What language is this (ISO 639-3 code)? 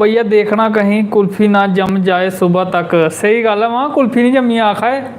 doi